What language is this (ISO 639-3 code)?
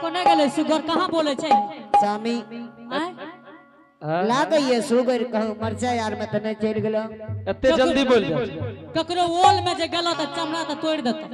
anp